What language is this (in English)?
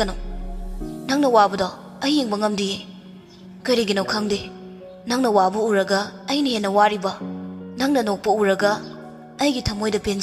Manipuri